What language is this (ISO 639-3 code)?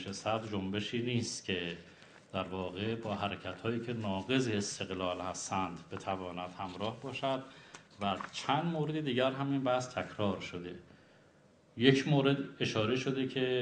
fas